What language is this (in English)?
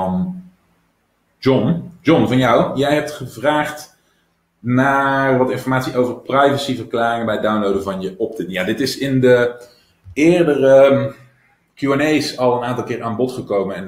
Dutch